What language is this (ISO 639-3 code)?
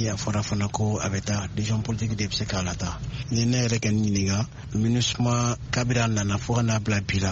bam